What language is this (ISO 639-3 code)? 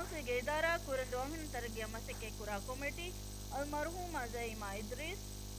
div